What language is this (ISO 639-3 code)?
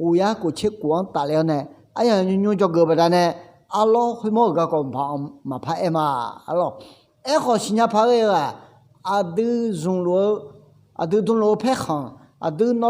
ahk